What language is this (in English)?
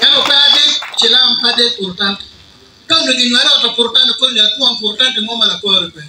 Acoli